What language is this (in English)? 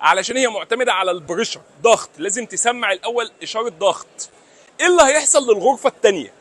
Egyptian Arabic